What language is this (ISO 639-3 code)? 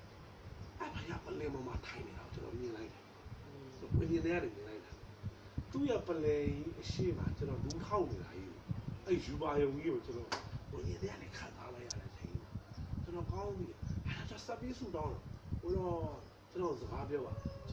mya